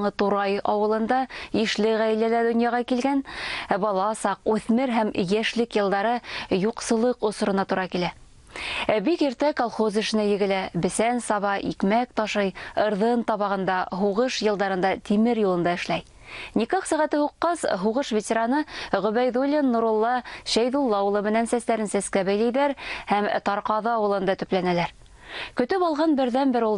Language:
Bashkir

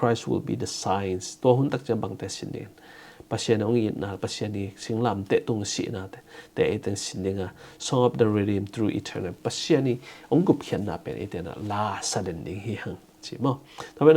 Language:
Tedim Chin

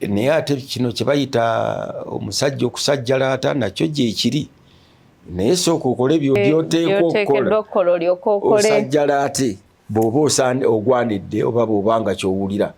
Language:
Ganda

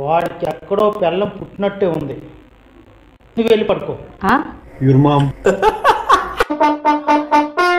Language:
Telugu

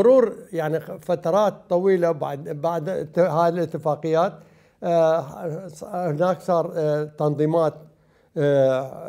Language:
Mesopotamian Arabic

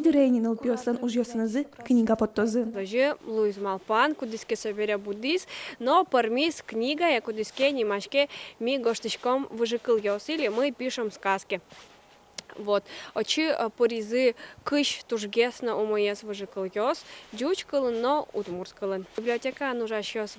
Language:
Udmurt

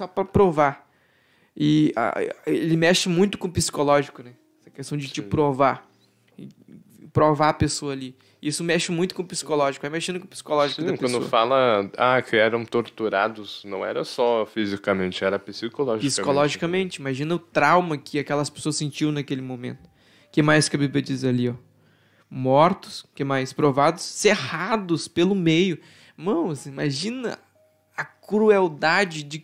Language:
Portuguese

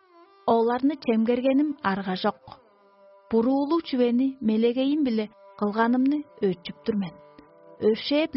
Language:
Tuvinian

